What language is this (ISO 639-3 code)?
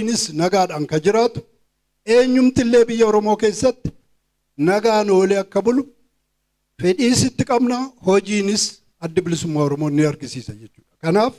orm